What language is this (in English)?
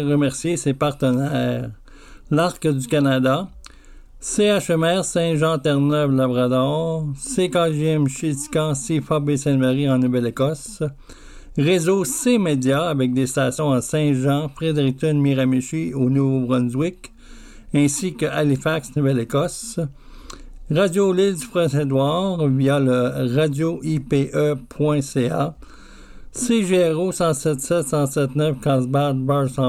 French